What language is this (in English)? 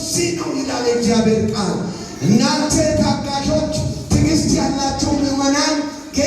Amharic